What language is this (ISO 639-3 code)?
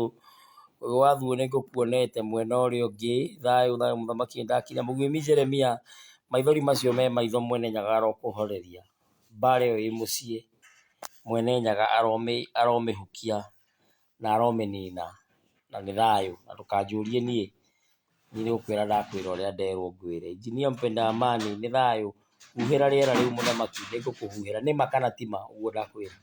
kik